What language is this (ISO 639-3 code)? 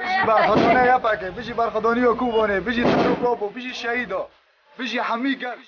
kur